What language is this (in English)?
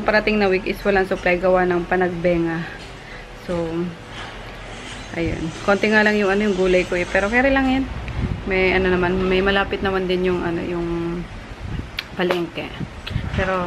Filipino